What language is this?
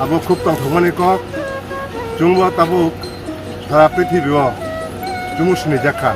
Kok Borok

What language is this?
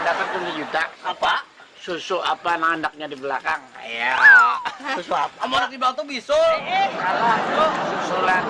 Banjar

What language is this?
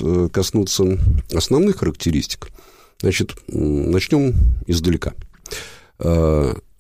Russian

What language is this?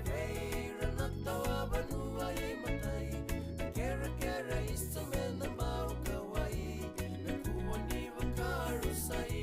Fijian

